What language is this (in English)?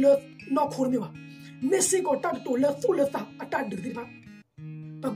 S'gaw Karen